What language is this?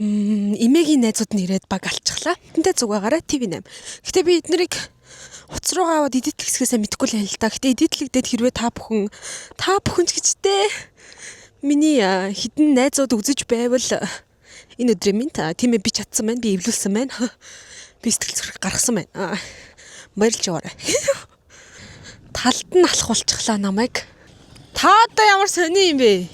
Mongolian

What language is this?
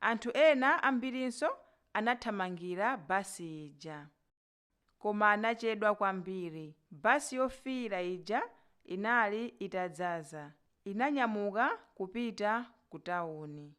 Nyanja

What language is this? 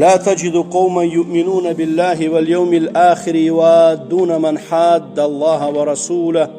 Kumyk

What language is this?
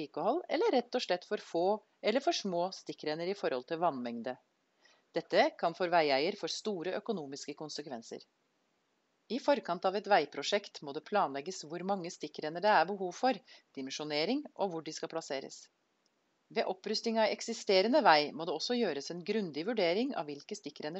Norwegian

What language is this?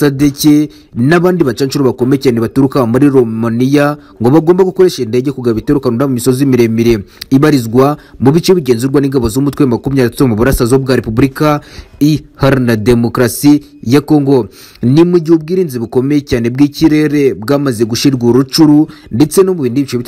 Kinyarwanda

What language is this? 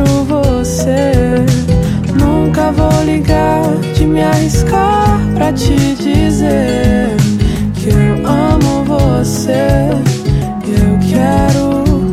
Portuguese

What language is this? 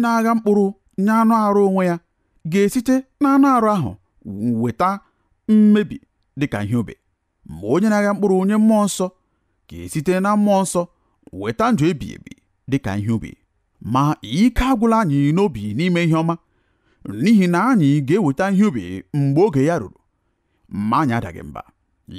Igbo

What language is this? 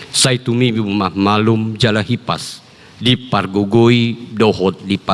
Batak Toba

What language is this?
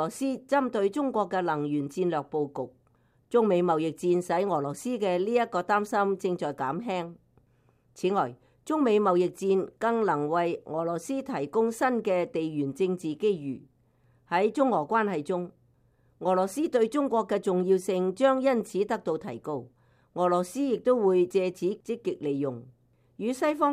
Cantonese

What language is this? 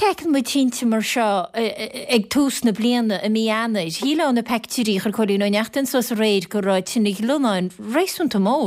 Irish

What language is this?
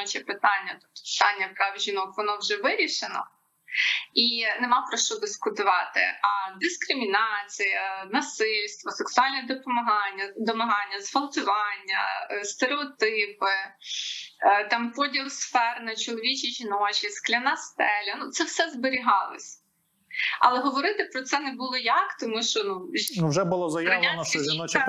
Ukrainian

